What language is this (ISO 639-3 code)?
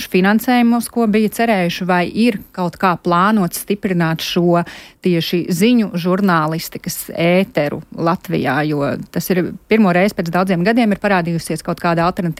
lav